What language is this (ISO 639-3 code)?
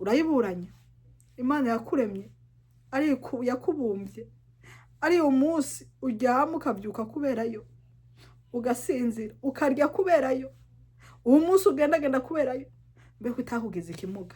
run